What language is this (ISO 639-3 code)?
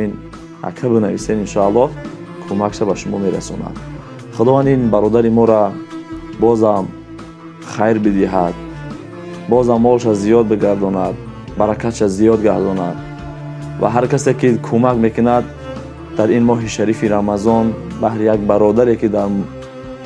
tgk